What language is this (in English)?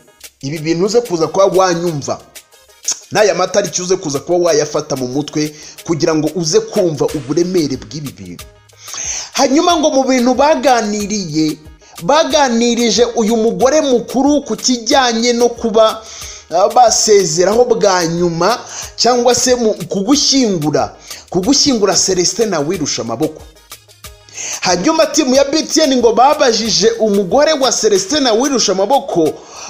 Kinyarwanda